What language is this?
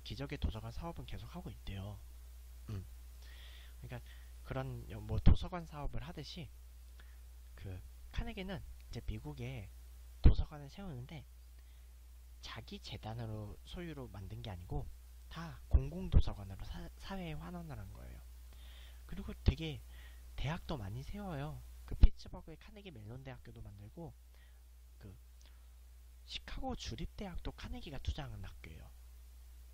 Korean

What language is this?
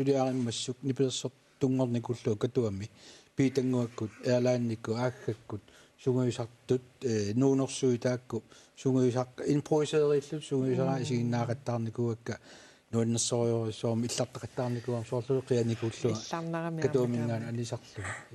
Kalaallisut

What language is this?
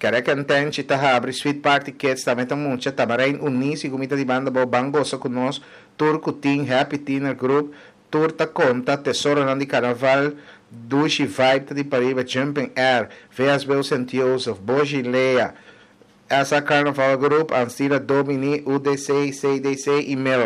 Papiamento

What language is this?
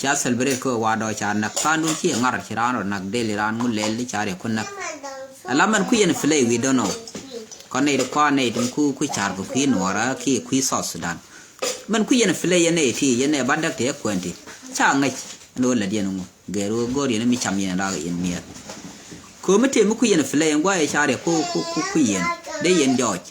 Nuer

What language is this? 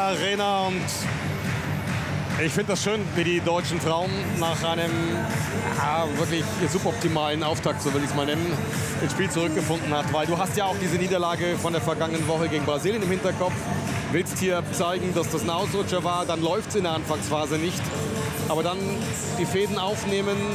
German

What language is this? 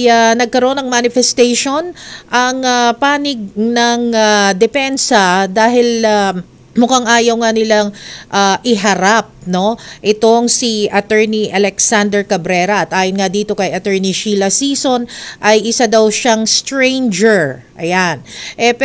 Filipino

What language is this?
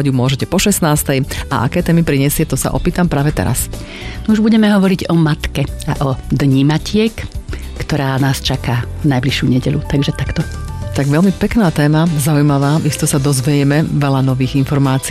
Slovak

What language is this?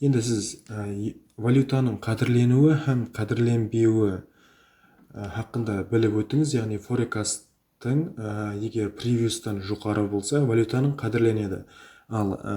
Kara-Kalpak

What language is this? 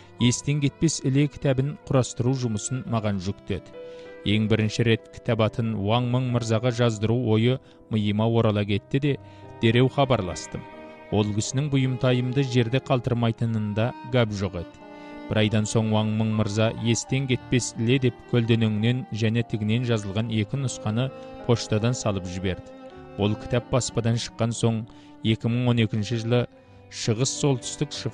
Kazakh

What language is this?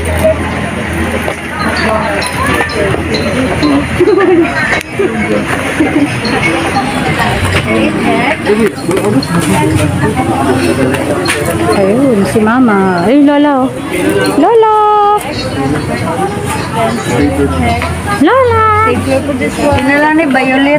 Filipino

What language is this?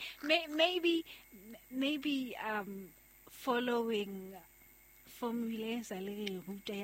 Southern Sotho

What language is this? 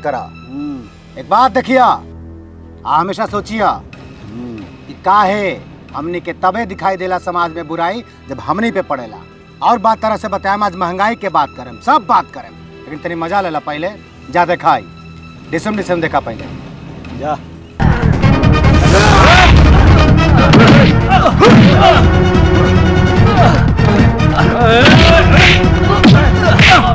Bhojpuri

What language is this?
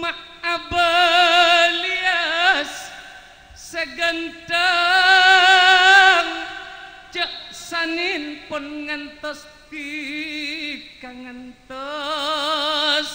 Madurese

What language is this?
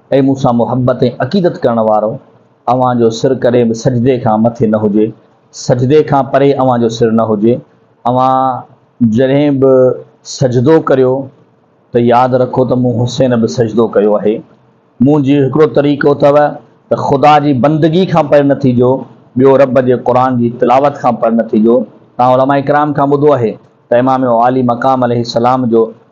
Sindhi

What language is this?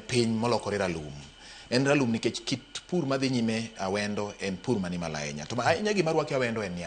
Luo (Kenya and Tanzania)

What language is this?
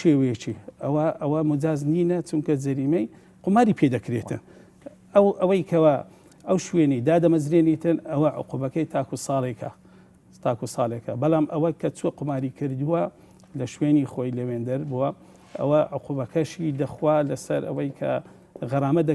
Central Kurdish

